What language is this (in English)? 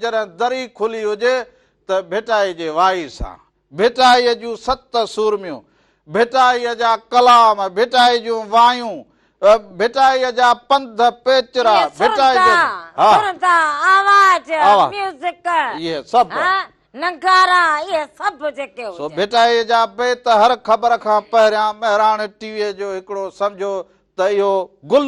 Sindhi